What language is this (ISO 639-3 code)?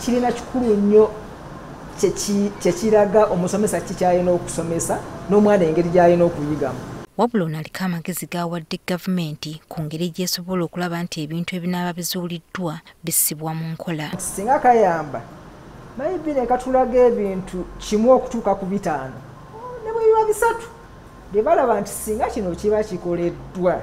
lug